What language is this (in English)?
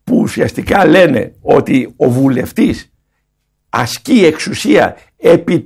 Greek